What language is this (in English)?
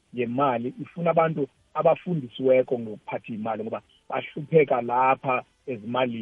South Ndebele